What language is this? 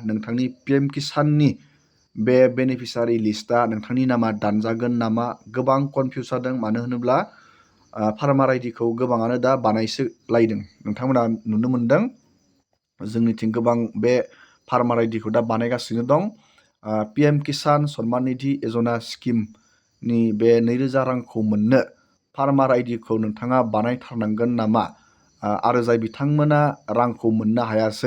Bodo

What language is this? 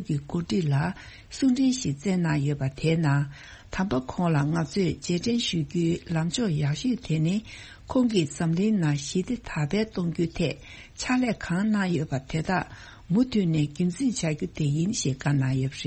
Tibetan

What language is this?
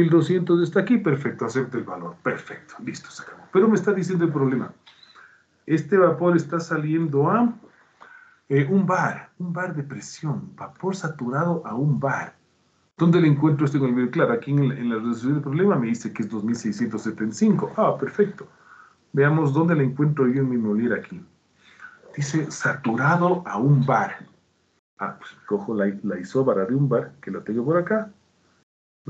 Spanish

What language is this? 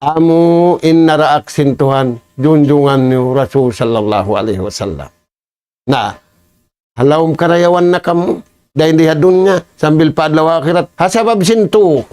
Tausug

